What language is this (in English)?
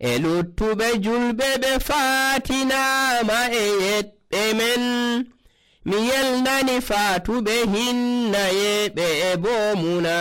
Nigerian Fulfulde